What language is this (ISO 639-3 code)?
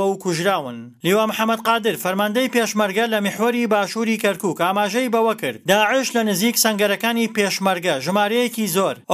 ckb